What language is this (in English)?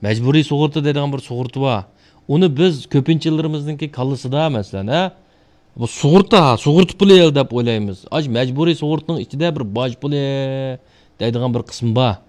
Uyghur